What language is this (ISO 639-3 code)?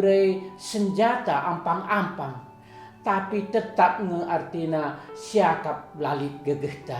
btx